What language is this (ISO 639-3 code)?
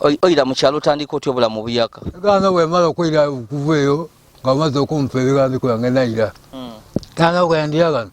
lug